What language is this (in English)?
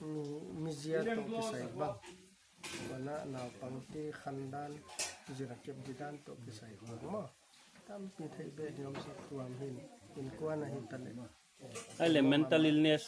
Paite Chin